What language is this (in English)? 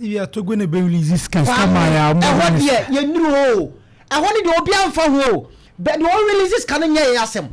Akan